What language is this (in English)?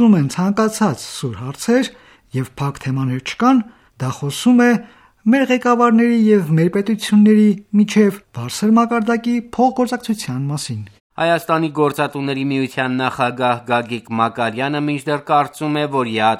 Armenian